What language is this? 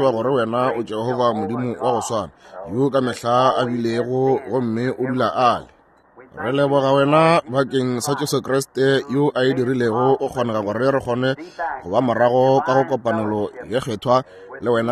Northern Sotho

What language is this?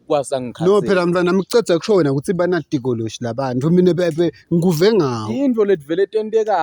Zulu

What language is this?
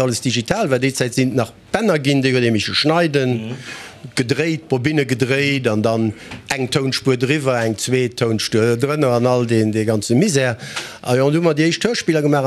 Luxembourgish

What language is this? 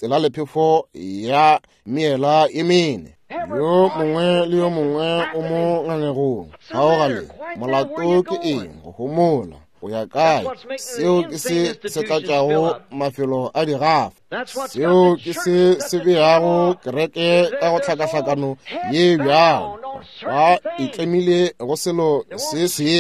Northern Sotho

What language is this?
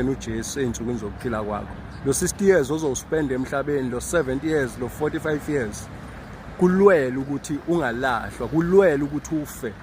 Zulu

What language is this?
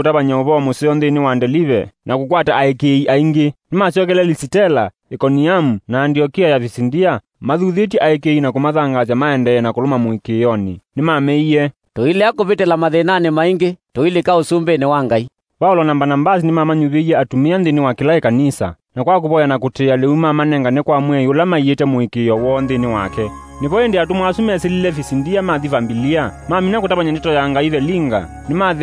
Kamba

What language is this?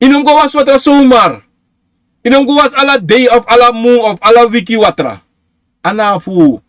Sranan Tongo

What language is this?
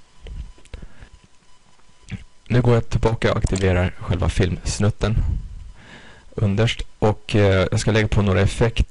Swedish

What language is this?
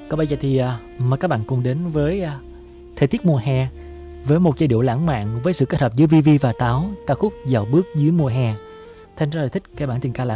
Vietnamese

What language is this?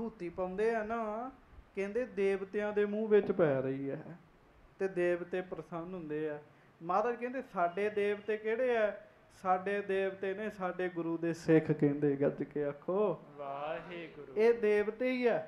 Punjabi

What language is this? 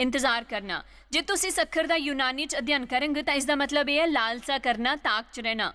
Dogri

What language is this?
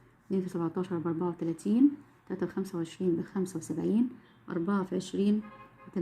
Egyptian Arabic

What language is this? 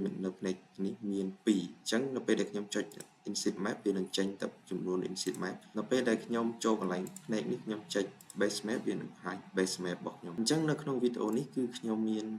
Khmer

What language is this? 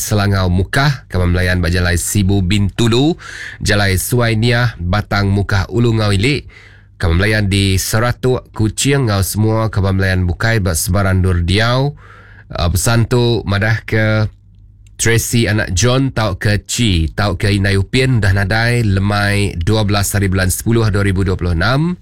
Iban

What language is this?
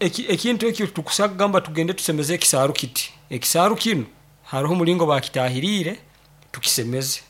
Nyoro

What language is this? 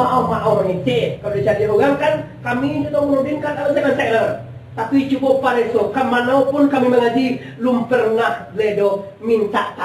Minangkabau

